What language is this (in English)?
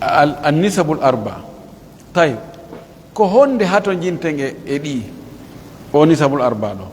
Pular